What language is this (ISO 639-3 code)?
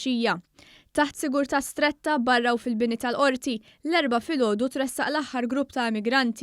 mlt